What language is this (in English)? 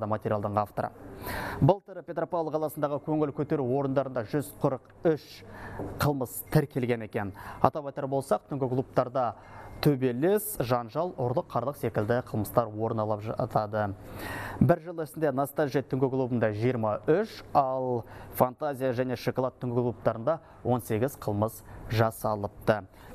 Kazakh